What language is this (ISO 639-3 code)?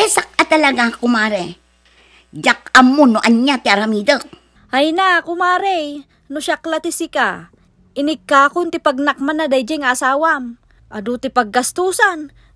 ilo